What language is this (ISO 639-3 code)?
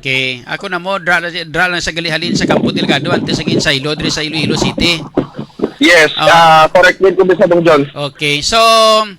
hil